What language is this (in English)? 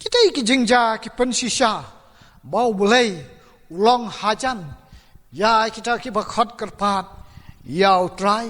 Khasi